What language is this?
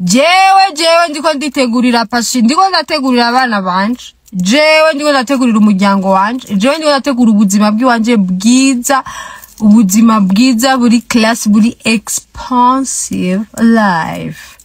Rundi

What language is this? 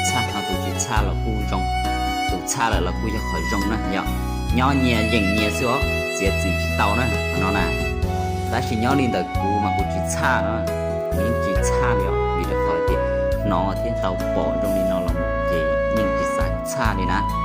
Hmong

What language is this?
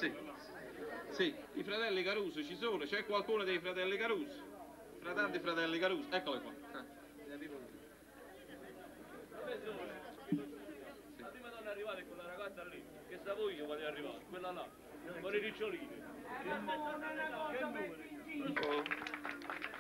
Italian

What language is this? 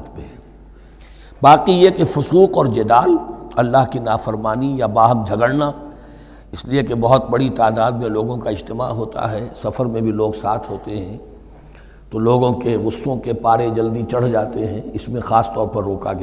Urdu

